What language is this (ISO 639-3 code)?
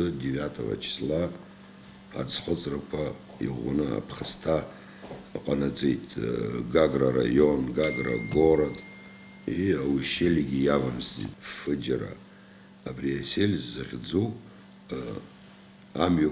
abk